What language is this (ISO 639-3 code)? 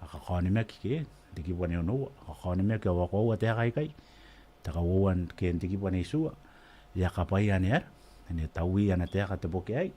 gil